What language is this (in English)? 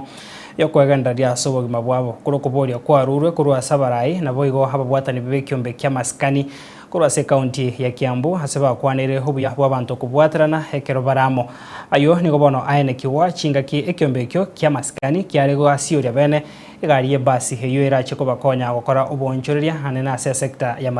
Gusii